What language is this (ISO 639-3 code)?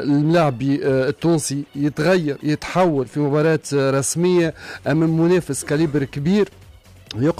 aeb